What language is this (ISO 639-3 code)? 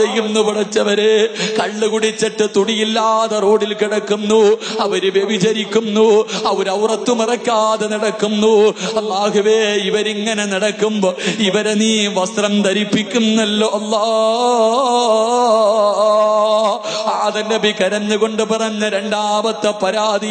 mal